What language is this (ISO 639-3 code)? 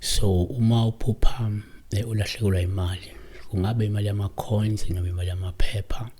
zul